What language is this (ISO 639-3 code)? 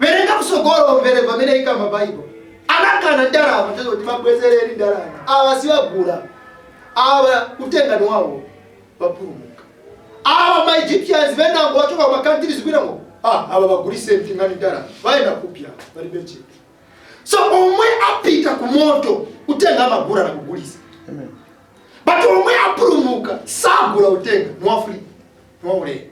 nya